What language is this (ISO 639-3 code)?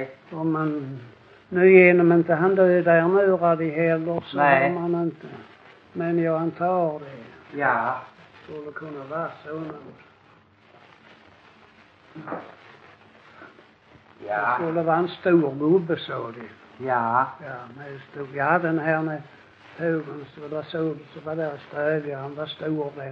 swe